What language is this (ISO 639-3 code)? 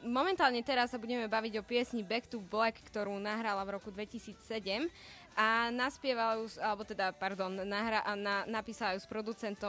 slk